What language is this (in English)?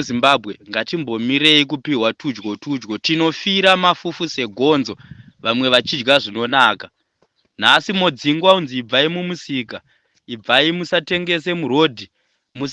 Shona